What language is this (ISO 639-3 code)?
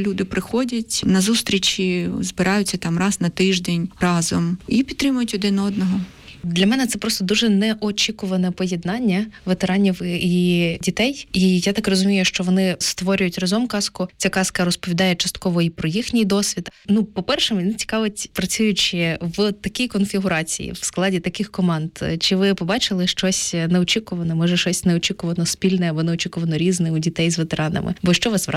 ukr